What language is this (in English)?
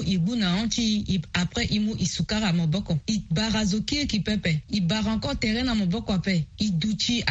Sango